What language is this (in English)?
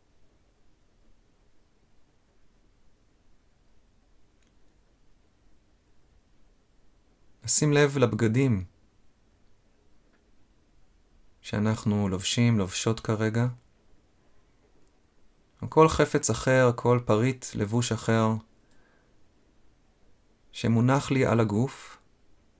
Hebrew